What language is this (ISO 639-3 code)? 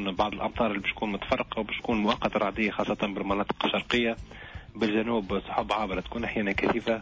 aeb